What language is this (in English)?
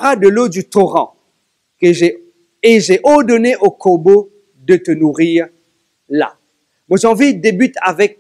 Morisyen